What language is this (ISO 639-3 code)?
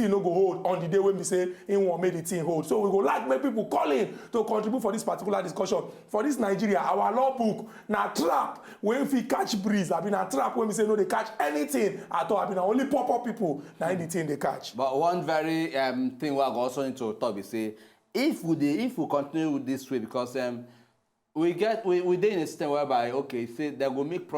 pcm